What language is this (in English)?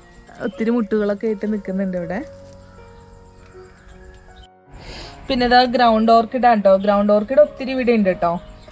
Malayalam